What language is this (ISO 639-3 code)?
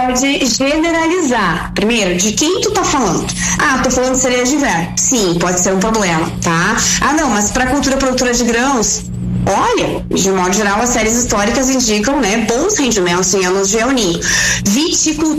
por